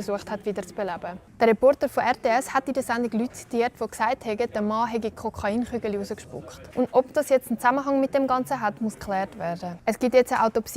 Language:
Swiss German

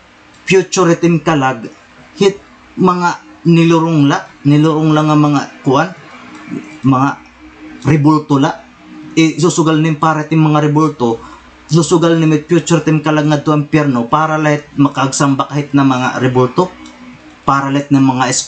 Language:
Waray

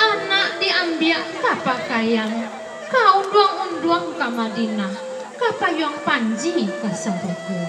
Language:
Minangkabau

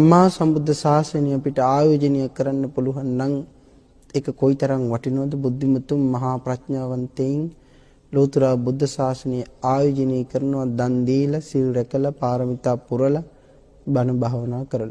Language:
Sinhala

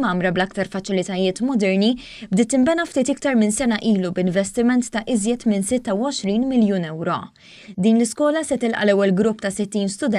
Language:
Maltese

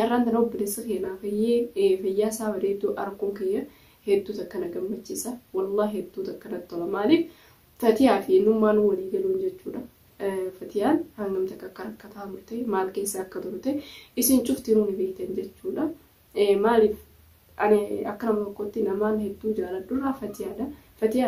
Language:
Oromo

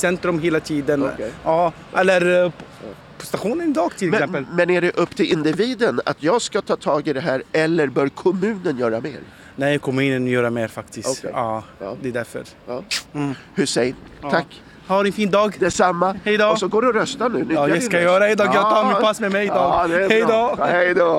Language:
Swedish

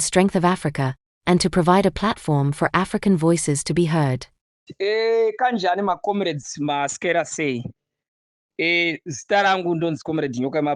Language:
Shona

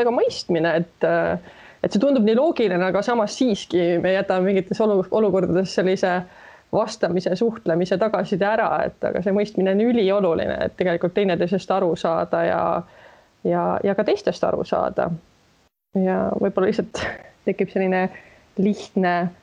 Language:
Estonian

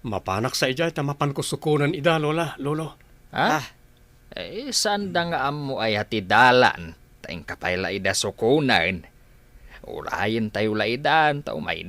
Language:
Iloko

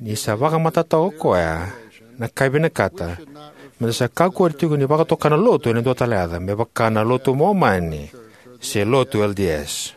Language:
Fijian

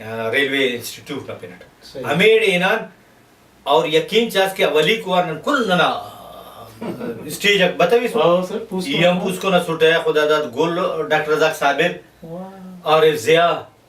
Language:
Brahui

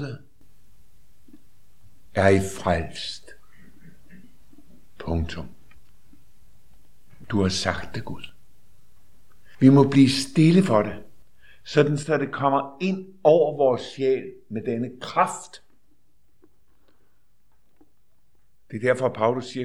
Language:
Danish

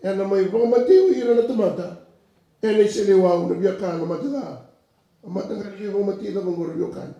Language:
Fijian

